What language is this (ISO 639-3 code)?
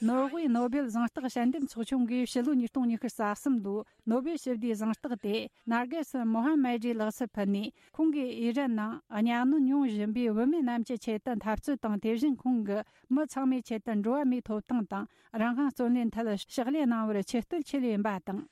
bod